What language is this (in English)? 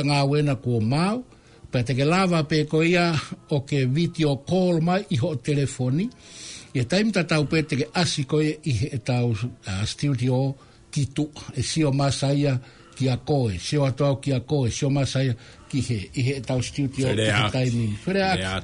Tongan